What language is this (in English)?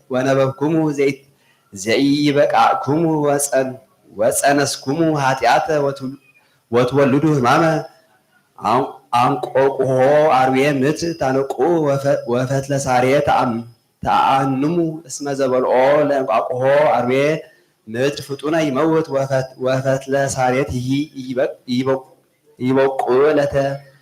Geez